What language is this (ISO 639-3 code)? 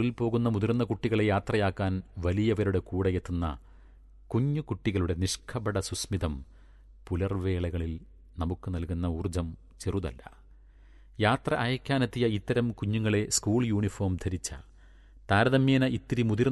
mal